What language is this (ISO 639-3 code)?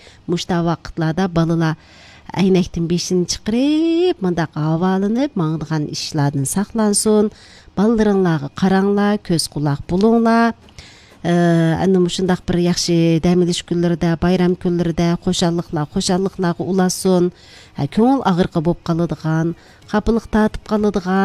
uig